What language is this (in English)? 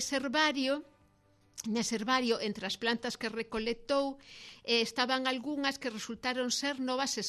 Galician